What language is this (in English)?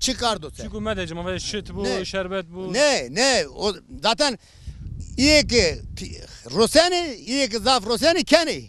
Zaza